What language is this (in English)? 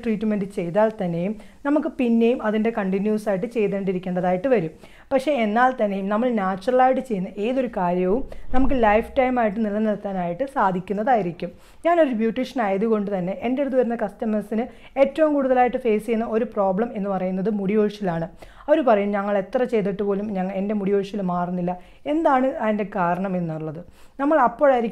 Malayalam